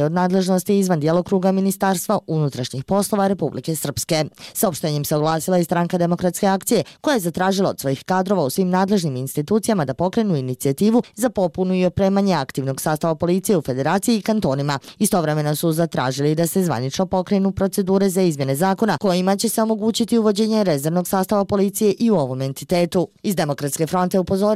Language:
Bosnian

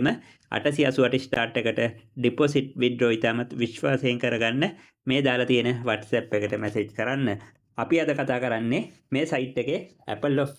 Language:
Sinhala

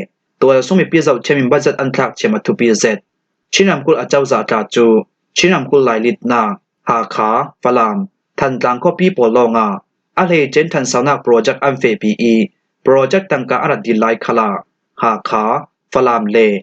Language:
Falam Chin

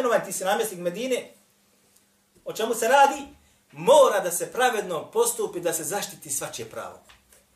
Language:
Bosnian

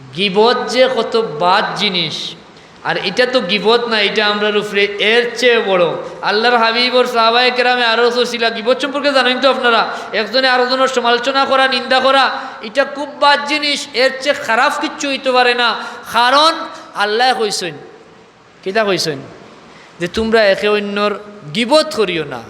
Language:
Sylheti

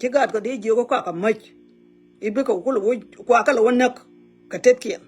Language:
Nuer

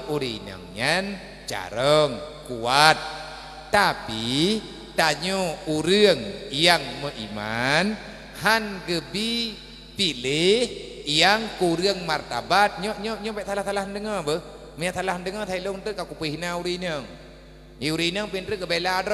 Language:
Achinese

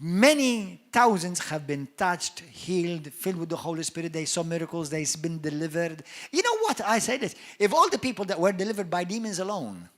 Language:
English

